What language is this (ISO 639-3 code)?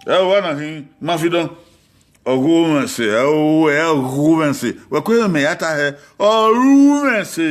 bin